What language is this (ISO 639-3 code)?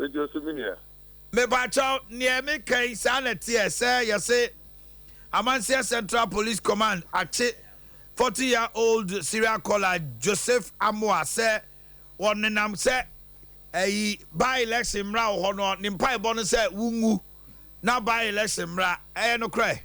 aka